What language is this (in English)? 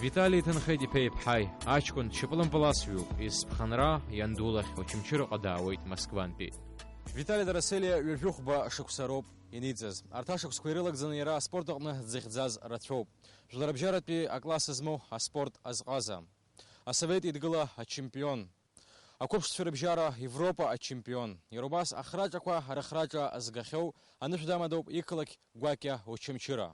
Abkhazian